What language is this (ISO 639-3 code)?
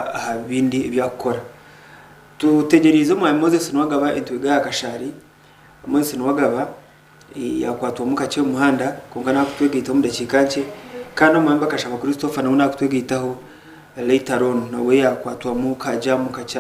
nyn